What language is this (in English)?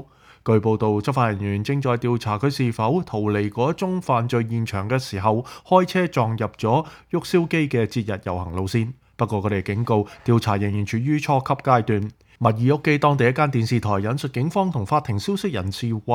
Cantonese